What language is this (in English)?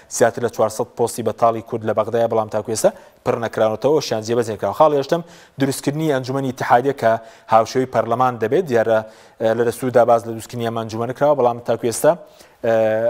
Central Kurdish